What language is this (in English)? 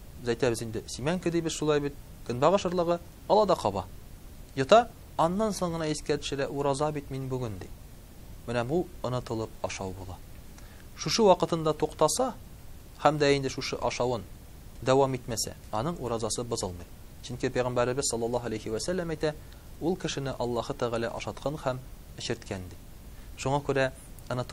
Tatar